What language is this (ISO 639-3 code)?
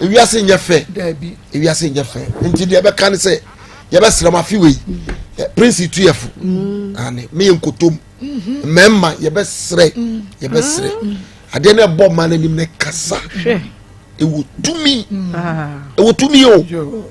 aka